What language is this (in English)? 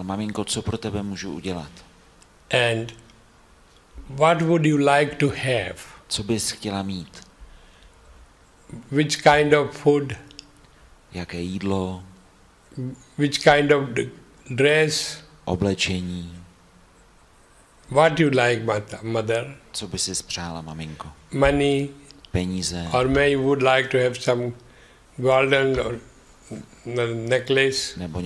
Czech